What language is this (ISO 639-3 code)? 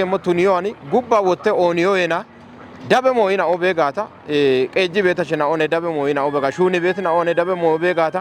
kbr